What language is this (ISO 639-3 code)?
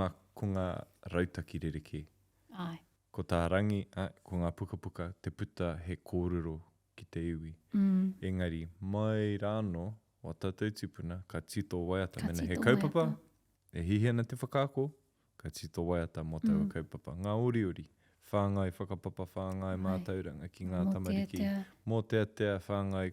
mri